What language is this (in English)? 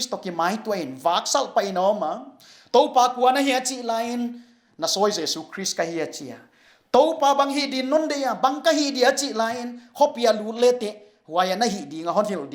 Paite Chin